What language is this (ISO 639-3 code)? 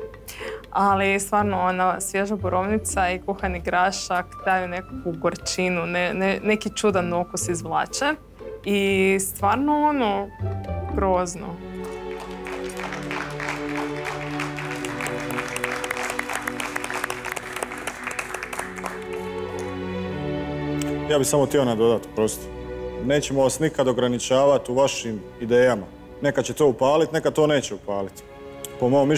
hrv